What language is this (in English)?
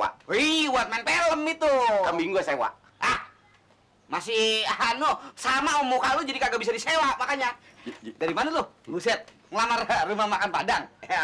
Betawi